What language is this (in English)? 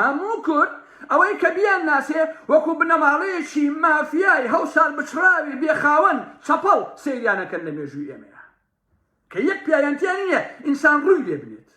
Central Kurdish